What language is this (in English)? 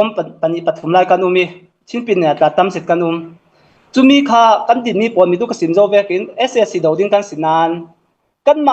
Hakha Chin